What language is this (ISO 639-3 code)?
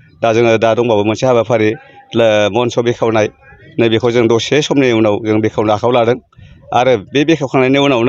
brx